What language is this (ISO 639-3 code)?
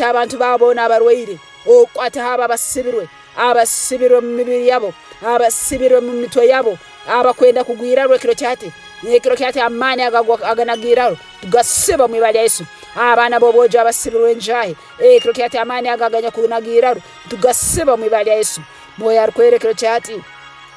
ttj